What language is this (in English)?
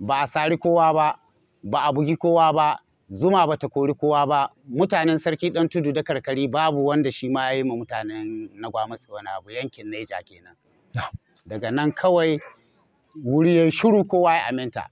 Hausa